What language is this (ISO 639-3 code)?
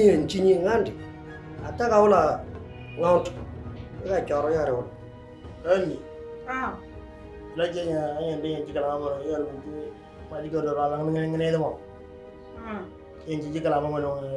mor